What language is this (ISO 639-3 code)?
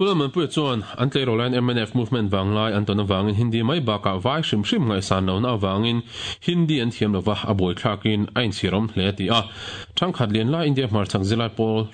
lus